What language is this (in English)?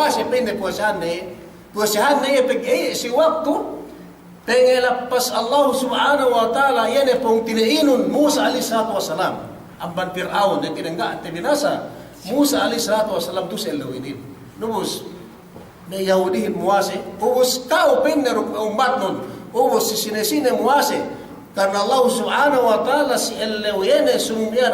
Yakan